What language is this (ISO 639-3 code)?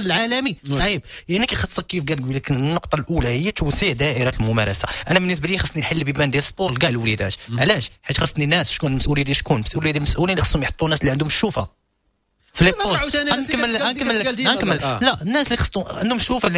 ary